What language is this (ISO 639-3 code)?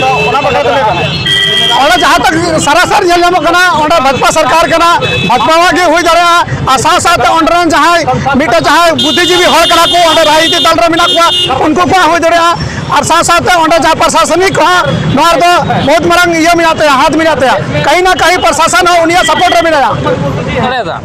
sat